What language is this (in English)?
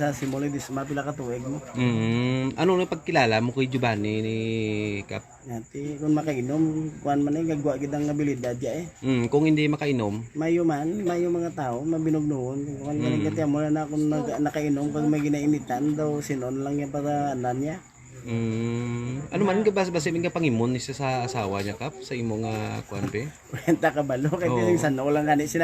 Hiligaynon